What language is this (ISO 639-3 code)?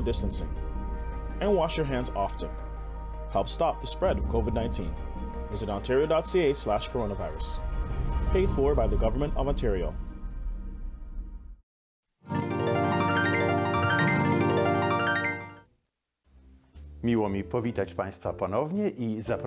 pol